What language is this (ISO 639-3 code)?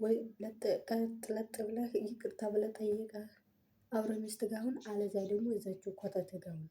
amh